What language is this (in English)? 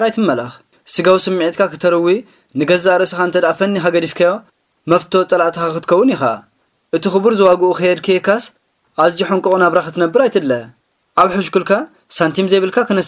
Tigrinya